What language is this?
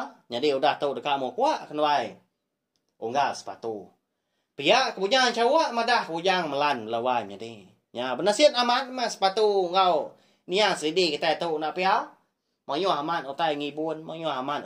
Iban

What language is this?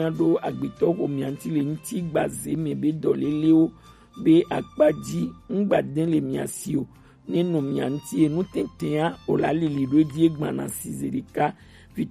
Gen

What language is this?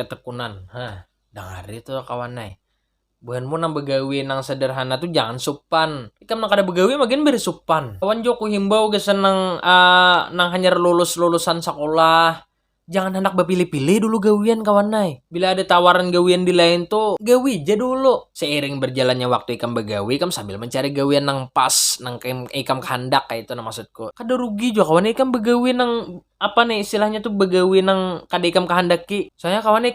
Banjar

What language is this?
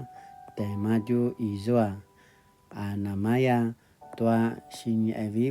Paiwan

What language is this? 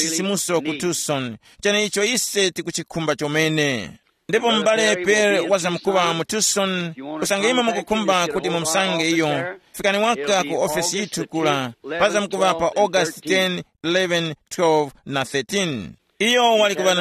Tumbuka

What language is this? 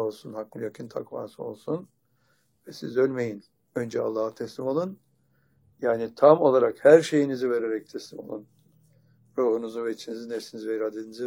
Turkish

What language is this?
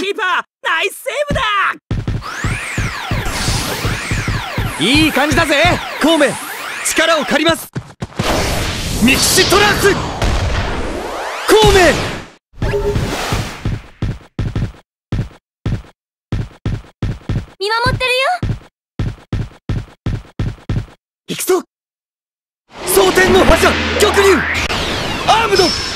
Japanese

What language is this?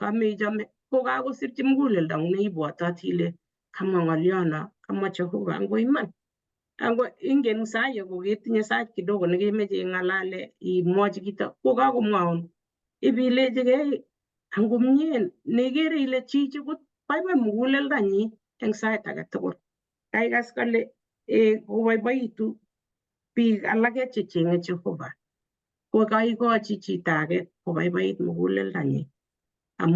Kalenjin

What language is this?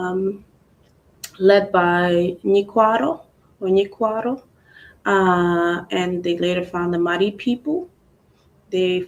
Acoli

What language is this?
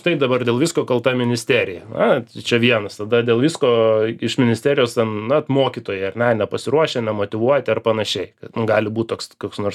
Lithuanian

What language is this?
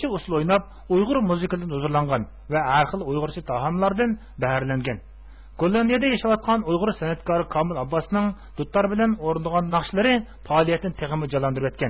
Uyghur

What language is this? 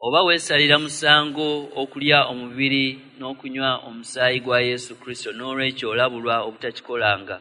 Ganda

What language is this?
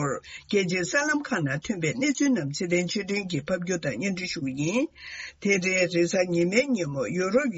Tibetan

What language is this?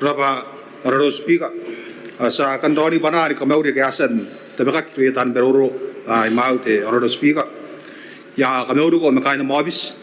Gilbertese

